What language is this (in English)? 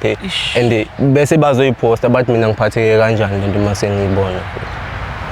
Zulu